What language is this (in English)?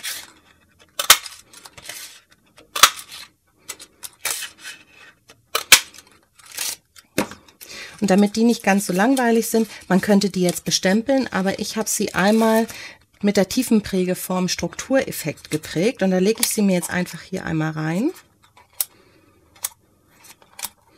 German